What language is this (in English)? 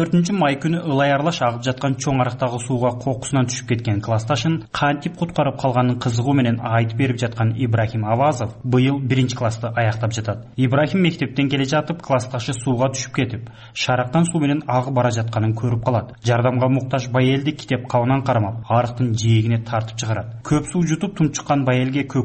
Kyrgyz